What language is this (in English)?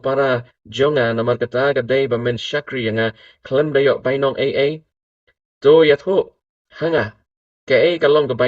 Khasi